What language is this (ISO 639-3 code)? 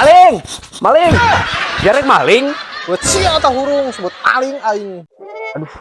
sun